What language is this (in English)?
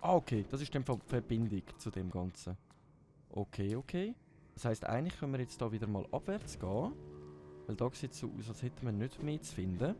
Swiss German